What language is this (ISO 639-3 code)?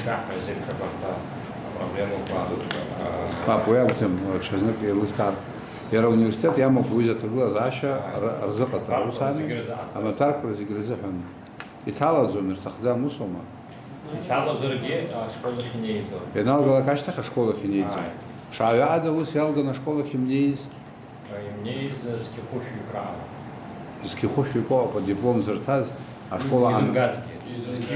abk